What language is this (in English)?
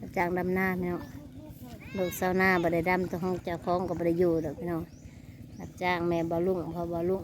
Northeastern Thai